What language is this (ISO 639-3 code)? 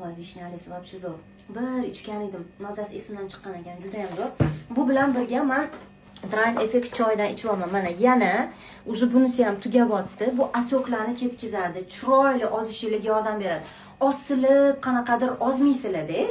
uzb